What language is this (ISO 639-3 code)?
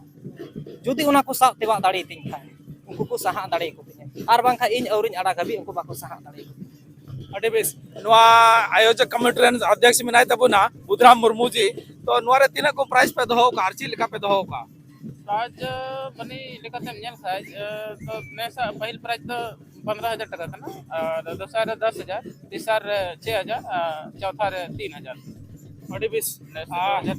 sat